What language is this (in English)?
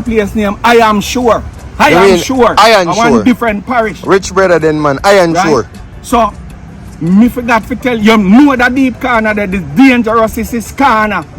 Jamaican Creole English